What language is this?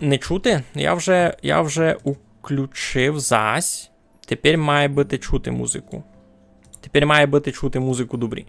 Rusyn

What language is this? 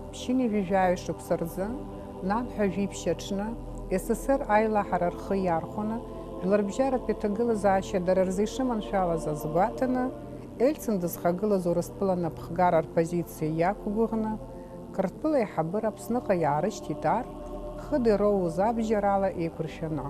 Abkhazian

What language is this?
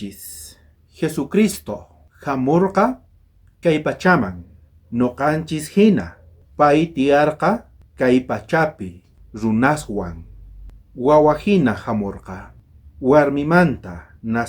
South Bolivian Quechua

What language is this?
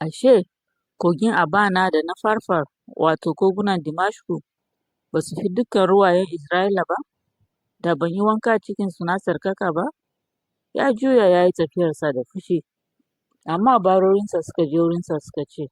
Hausa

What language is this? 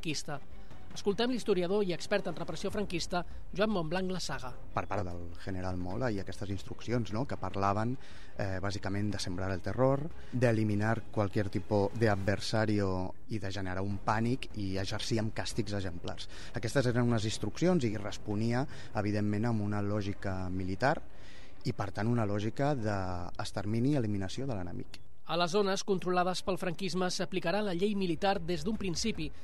Catalan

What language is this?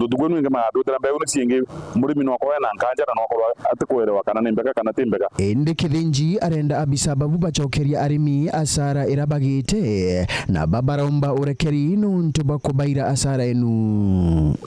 Meru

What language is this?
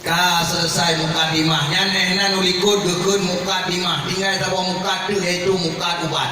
Achinese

